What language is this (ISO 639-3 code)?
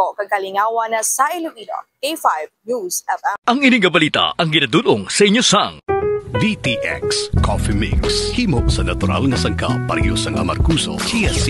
hil